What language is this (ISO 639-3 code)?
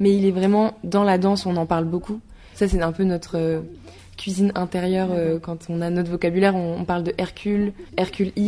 fra